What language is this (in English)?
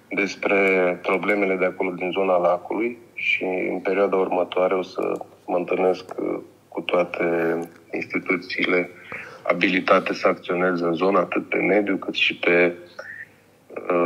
Romanian